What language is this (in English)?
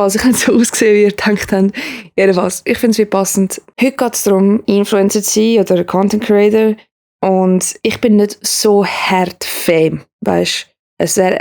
Swiss German